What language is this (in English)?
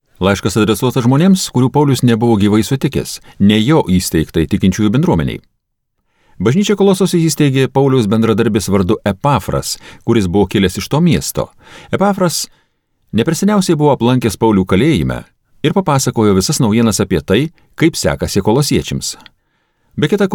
Lithuanian